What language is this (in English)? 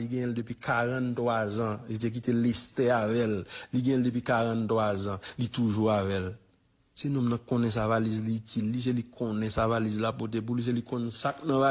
Haitian Creole